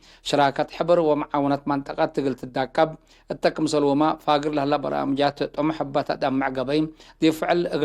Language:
Tigre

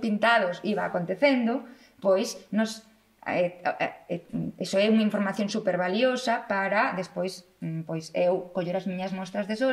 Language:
Galician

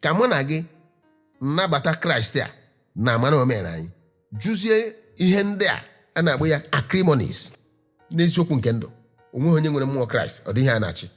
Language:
Igbo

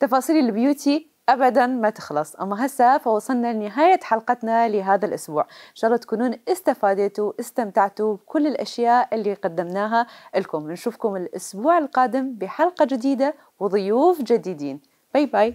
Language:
Mesopotamian Arabic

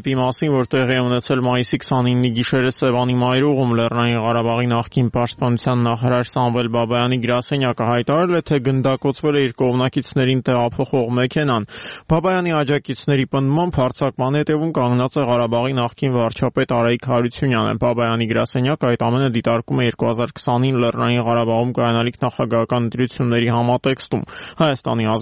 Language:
Armenian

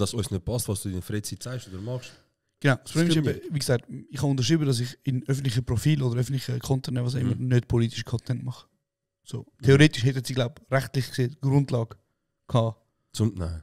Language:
Swiss German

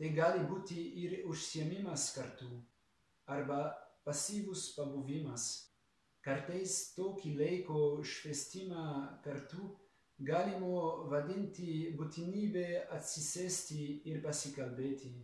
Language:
Lithuanian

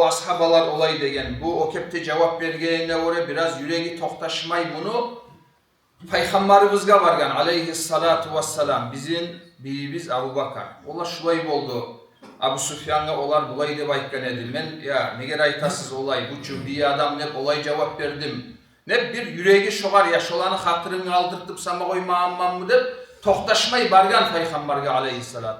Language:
Kumyk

